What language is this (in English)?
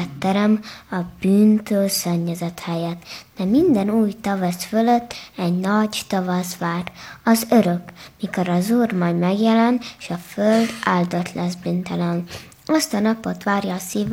Hungarian